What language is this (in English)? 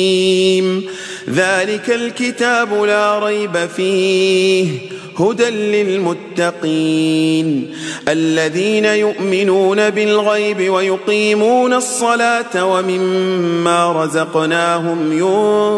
Arabic